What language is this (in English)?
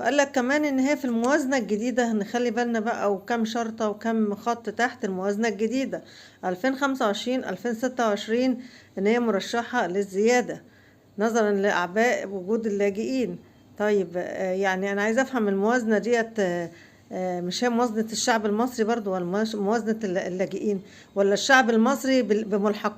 Egyptian Arabic